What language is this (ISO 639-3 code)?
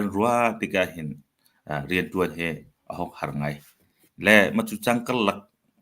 cnh